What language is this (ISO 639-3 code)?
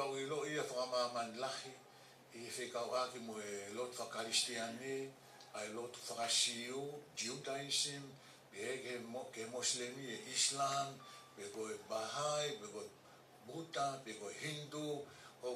ton